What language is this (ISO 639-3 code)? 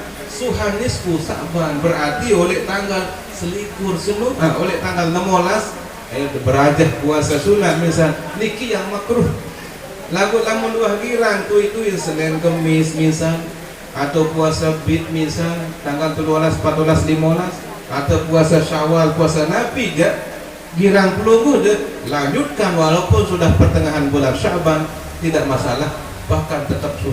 sas